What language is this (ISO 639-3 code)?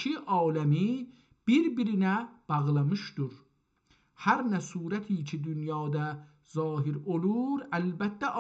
azb